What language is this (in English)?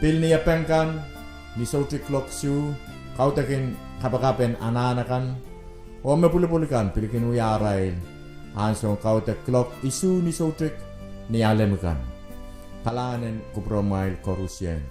Pohnpeian